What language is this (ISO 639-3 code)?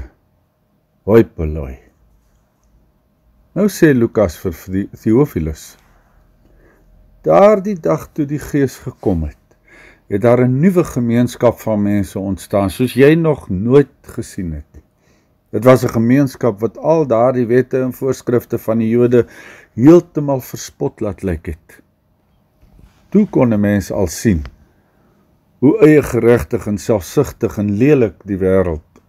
afr